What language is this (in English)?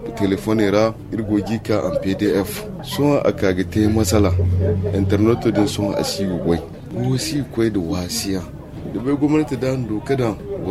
Zarma